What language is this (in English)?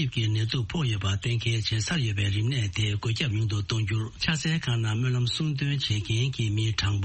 Tibetan